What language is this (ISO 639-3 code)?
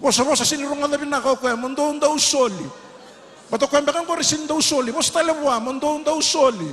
fij